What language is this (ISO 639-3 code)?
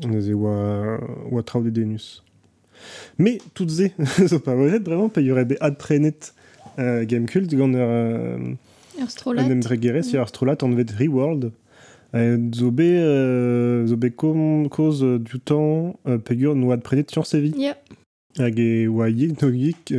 bre